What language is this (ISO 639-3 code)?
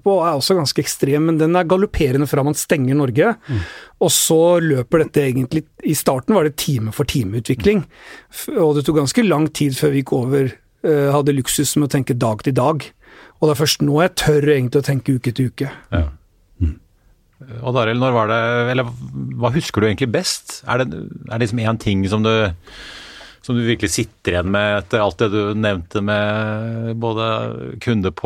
nor